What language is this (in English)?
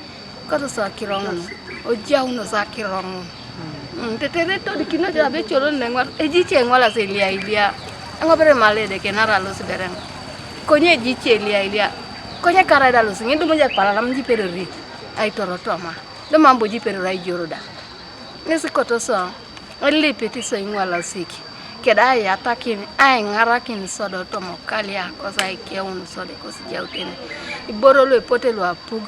Teso